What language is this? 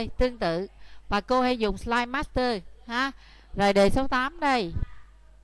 Vietnamese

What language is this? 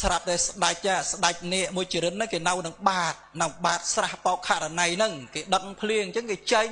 Khmer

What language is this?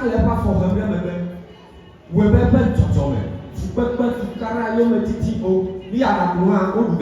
Ewe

